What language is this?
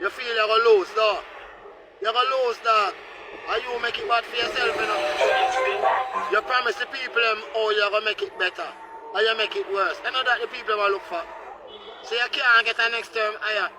Jamaican Creole English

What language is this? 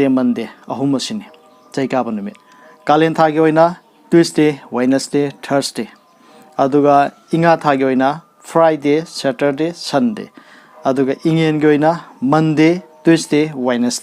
Manipuri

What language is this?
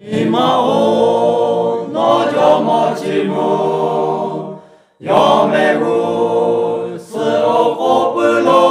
Lahu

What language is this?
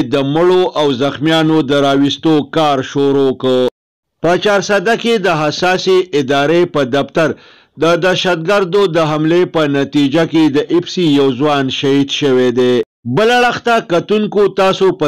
Pashto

